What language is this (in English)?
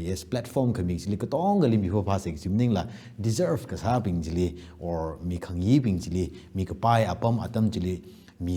Tangkhul Naga (India)